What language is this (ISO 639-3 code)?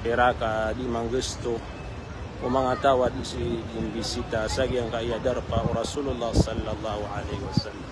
mrw